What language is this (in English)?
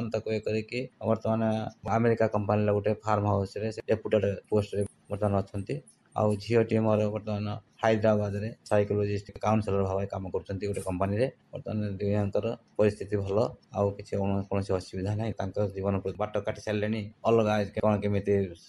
Odia